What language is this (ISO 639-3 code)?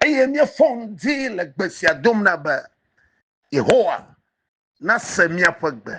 ewe